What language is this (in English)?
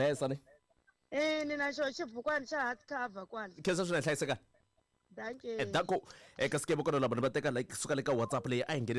Tsonga